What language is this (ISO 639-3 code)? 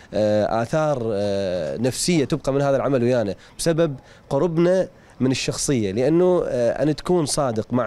acm